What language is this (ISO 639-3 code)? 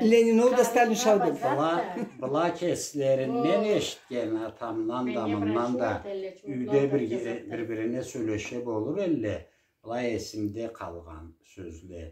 krc